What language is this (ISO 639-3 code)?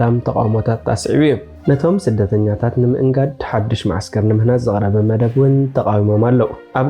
tir